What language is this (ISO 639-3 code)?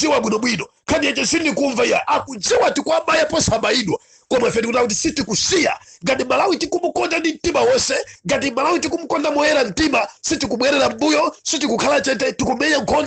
nya